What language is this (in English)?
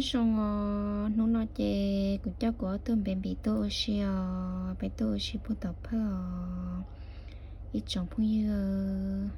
Hmong